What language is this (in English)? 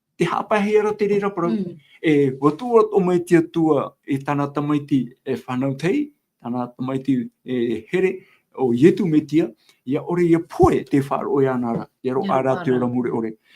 Tahitian